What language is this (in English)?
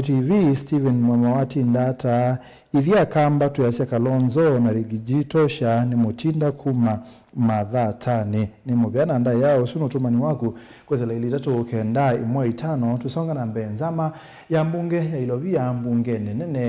Kamba